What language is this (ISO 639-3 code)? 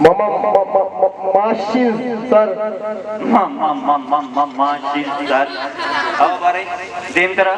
bal